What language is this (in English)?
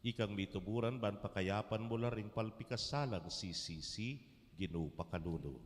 Pampanga